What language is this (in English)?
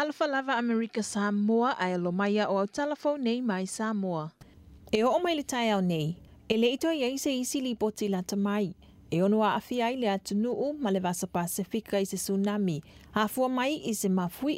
Samoan